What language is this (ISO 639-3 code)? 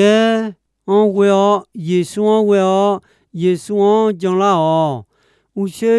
ahk